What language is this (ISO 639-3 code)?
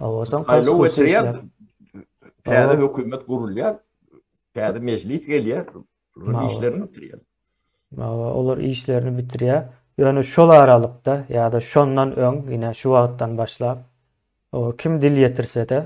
tuk